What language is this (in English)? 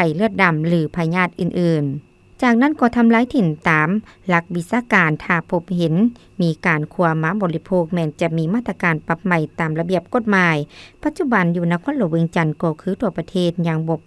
Lao